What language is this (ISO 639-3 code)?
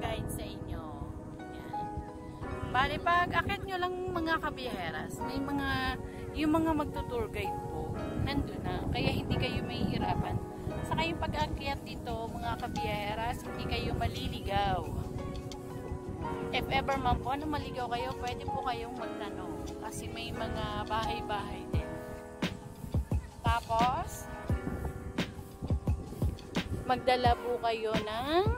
fil